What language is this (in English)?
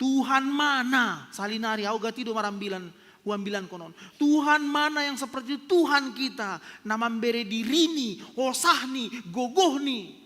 Batak Simalungun